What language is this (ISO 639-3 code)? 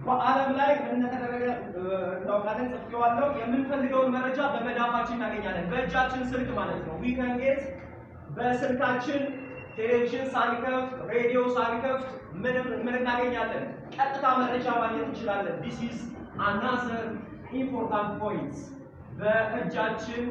amh